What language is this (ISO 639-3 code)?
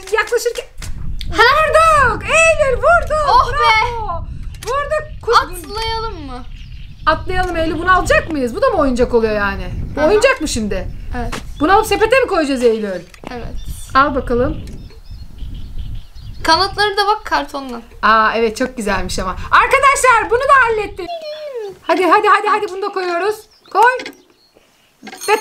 tur